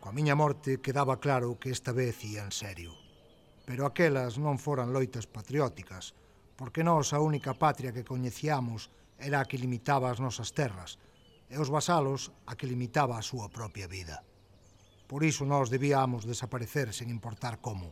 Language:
Galician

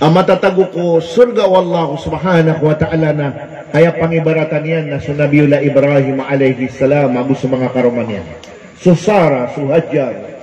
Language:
Maranao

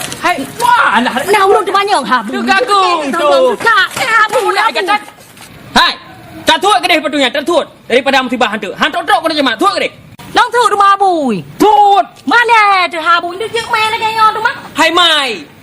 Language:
Achinese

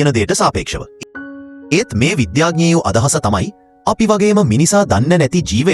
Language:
Sinhala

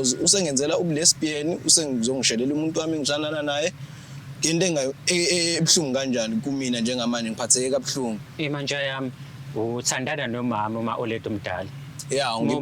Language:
Zulu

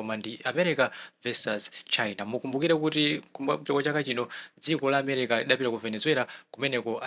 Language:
Nyanja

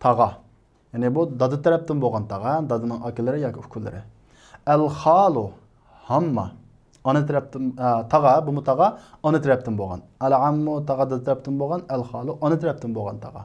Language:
Uyghur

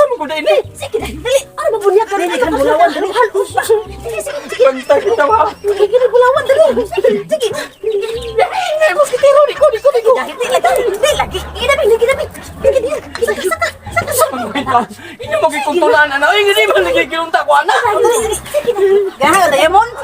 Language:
Cebuano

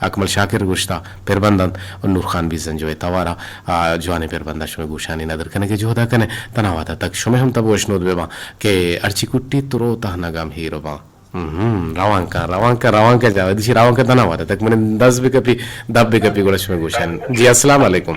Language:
Eastern Balochi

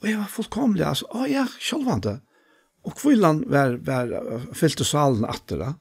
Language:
Faroese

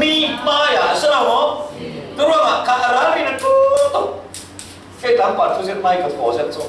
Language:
Falam Chin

